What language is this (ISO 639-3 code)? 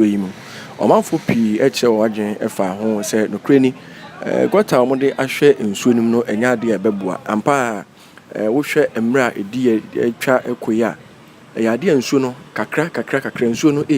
aka